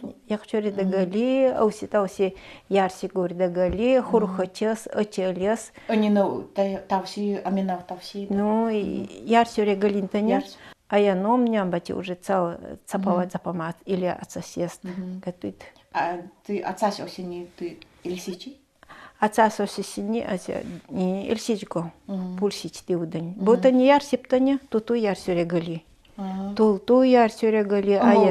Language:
Nanai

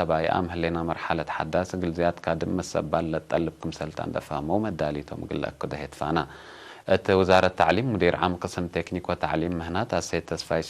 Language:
Tigre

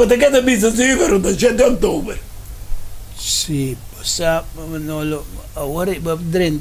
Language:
Papiamento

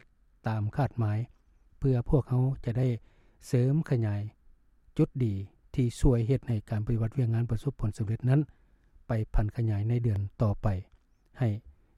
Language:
Lao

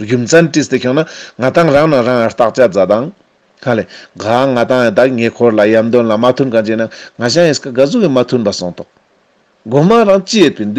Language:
Ladakhi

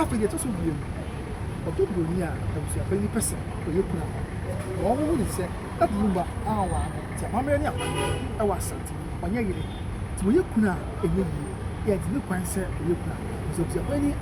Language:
Akan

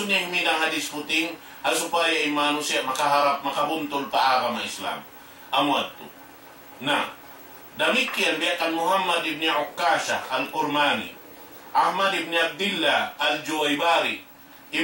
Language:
Tausug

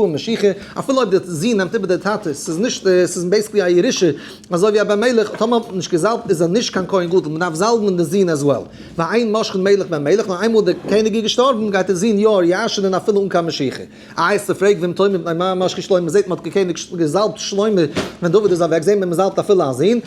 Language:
Yiddish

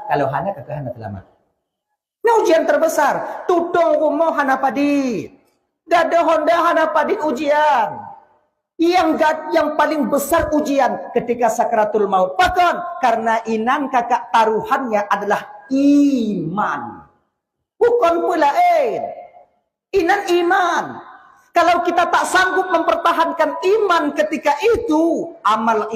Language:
Achinese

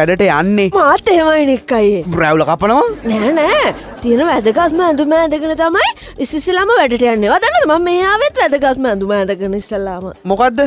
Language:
Sinhala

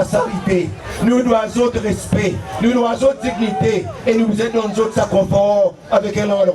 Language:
Seselwa Creole French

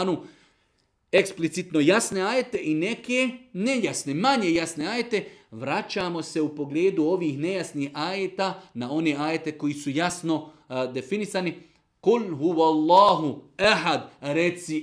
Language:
Bosnian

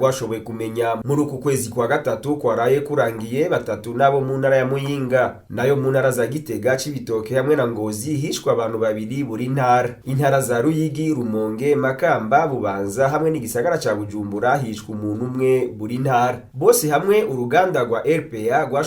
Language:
Rundi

